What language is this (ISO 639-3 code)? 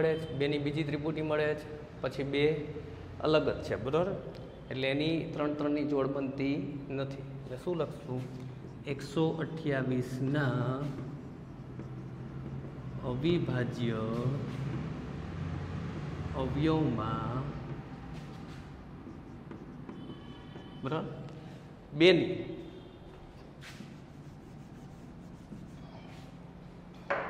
guj